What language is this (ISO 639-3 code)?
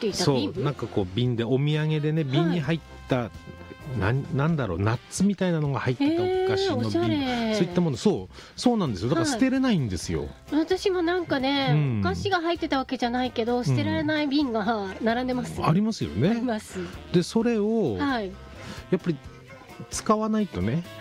jpn